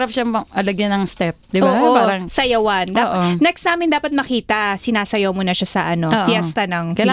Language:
Filipino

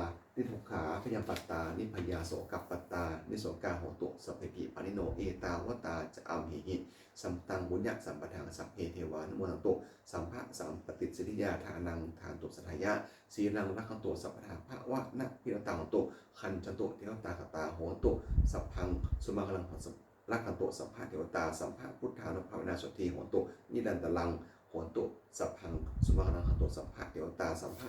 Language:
Pali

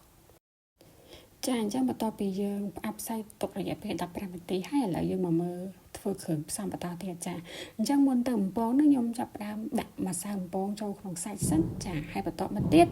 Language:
Khmer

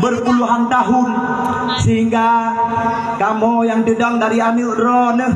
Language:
Achinese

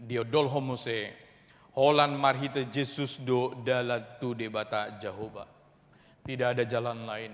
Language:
Batak Toba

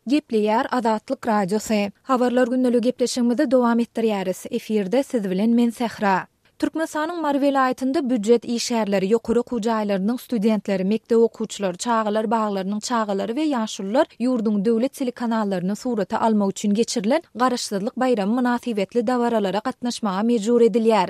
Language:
Turkmen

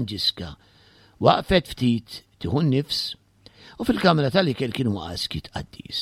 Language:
Maltese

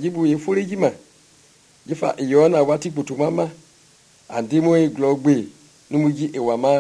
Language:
Mende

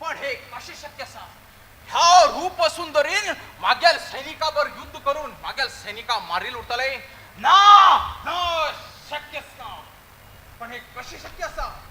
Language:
Konkani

